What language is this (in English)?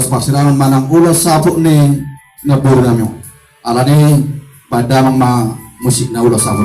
Batak Toba